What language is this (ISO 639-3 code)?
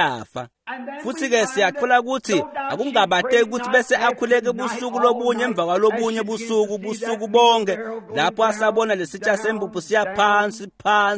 ssw